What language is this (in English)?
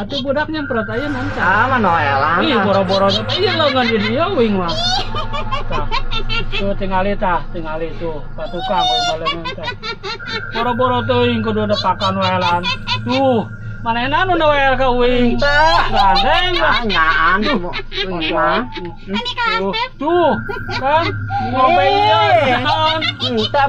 Sundanese